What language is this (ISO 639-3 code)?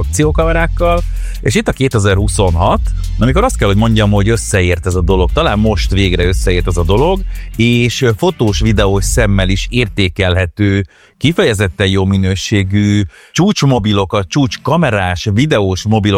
hun